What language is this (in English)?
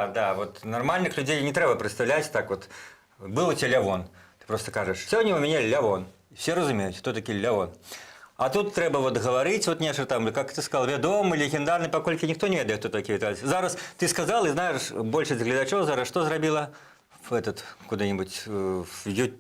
Belarusian